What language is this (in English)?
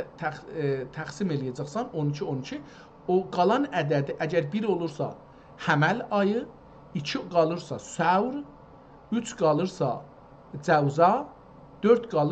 South Azerbaijani